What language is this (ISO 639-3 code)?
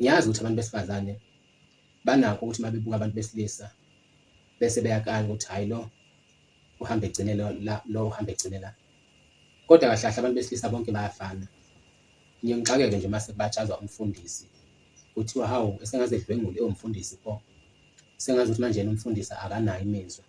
zul